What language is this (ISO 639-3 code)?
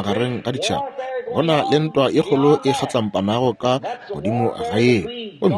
nso